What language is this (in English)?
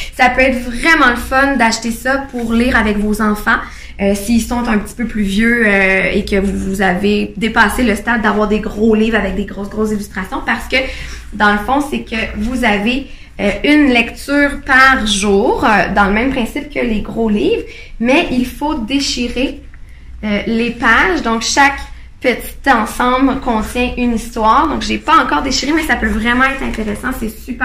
French